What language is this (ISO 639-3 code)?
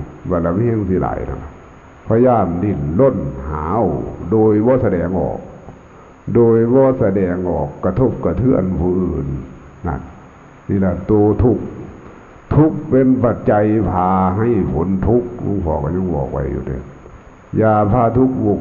lao